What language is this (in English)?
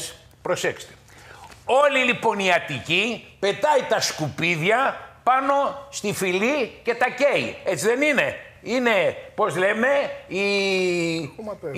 Greek